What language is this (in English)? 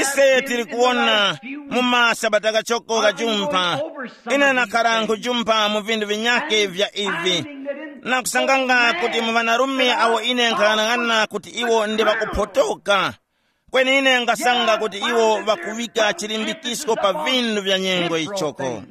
Tumbuka